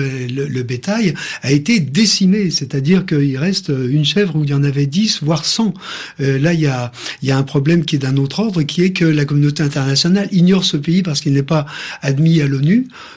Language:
French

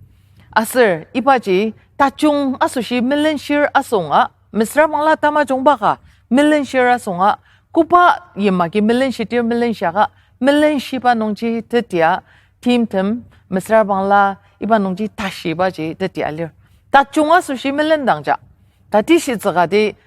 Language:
Ao Naga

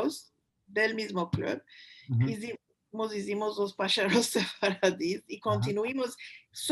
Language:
Ladino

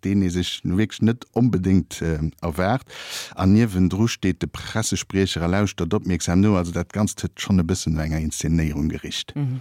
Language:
Luxembourgish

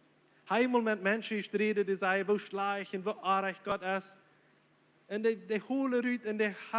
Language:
Plautdietsch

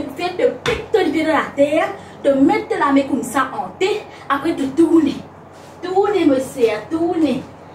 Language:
Morisyen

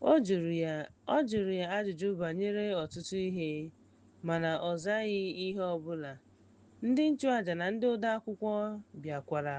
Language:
Igbo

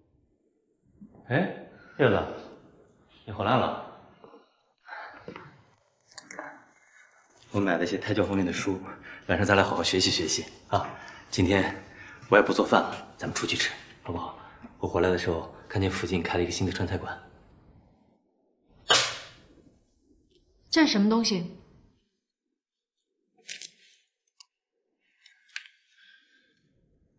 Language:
Chinese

